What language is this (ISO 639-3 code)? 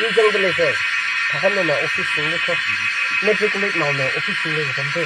nmf